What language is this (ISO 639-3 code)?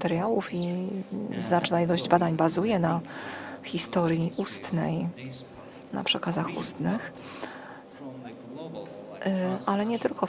pol